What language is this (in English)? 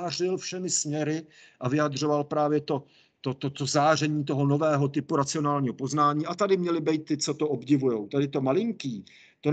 Czech